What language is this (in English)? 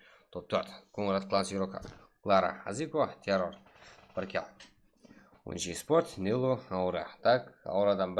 Kara-Kalpak